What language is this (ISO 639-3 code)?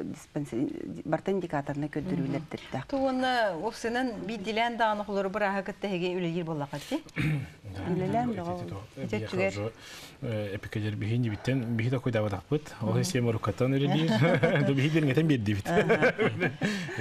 sah